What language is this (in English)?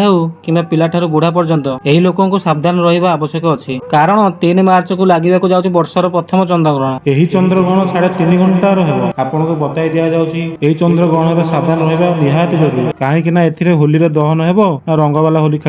Odia